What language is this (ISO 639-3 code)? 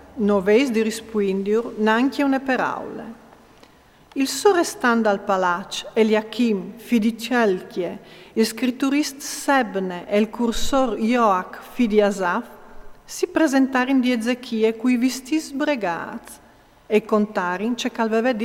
fur